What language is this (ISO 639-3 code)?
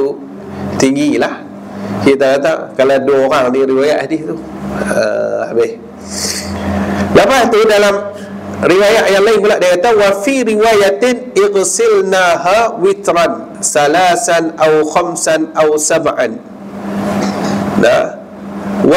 msa